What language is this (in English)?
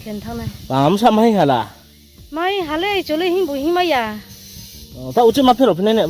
Riang (India)